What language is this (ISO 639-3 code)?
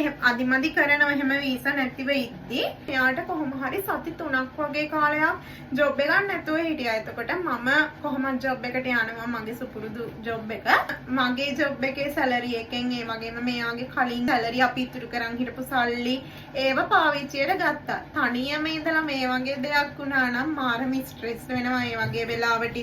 sin